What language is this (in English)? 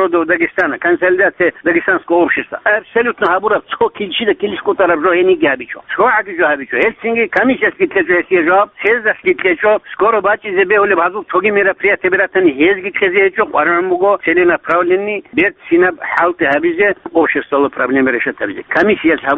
Avaric